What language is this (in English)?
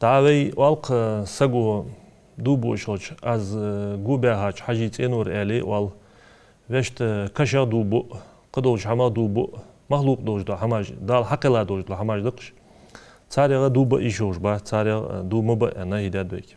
Ingush